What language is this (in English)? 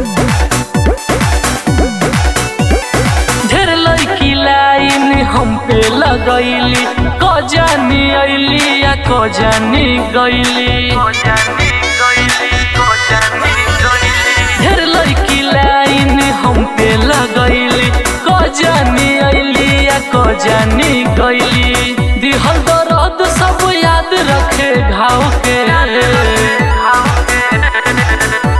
Bhojpuri